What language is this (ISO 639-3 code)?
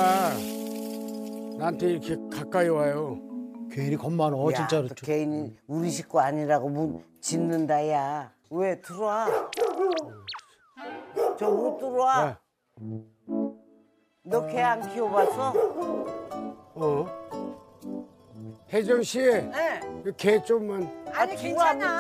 kor